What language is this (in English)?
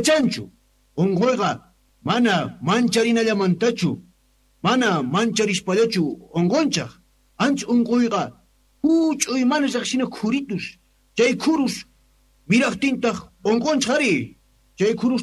Quechua